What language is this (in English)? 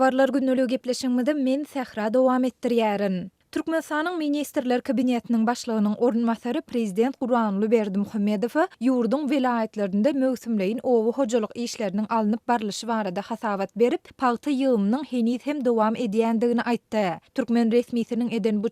Turkmen